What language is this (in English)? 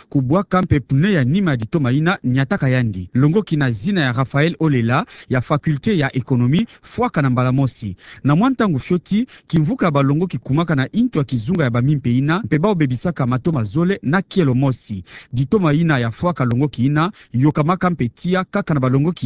Kituba (Democratic Republic of Congo)